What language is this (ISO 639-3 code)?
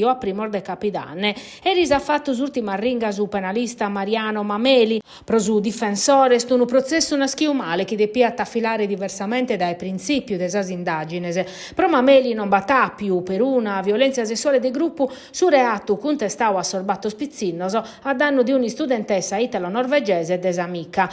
srd